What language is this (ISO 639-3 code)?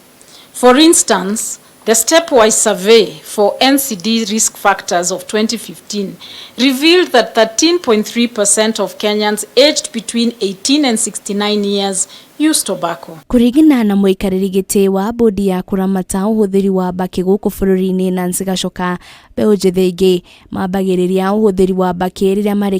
kik